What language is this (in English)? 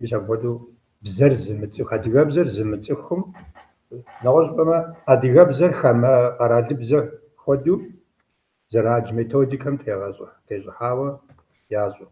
Kabardian